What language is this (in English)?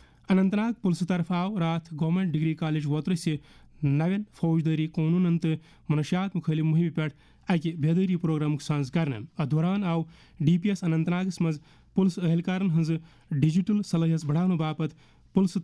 Kashmiri